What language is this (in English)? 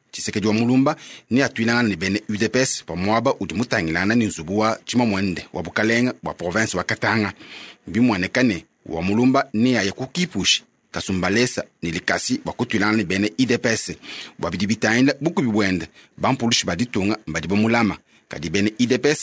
Luba-Lulua